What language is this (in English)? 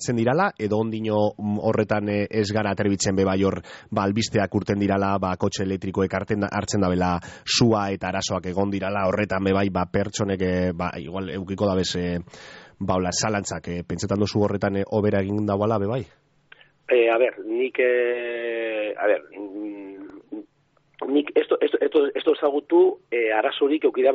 Basque